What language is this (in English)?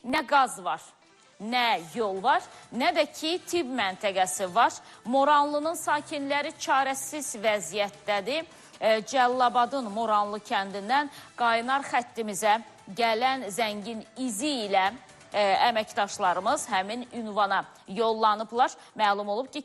Azerbaijani